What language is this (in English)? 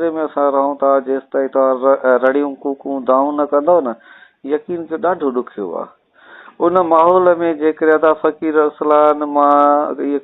Sindhi